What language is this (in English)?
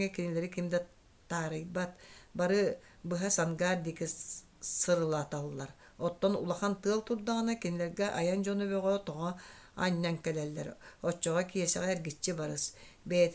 Yakut